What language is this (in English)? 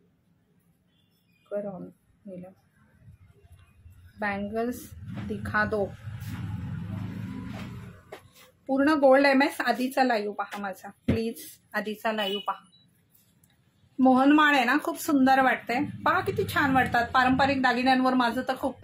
Marathi